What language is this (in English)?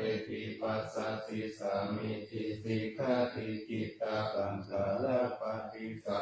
Pali